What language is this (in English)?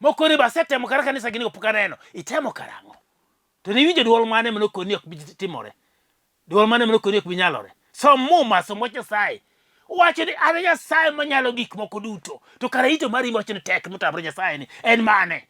Luo (Kenya and Tanzania)